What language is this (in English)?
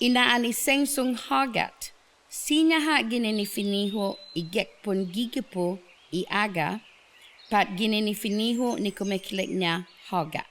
Chamorro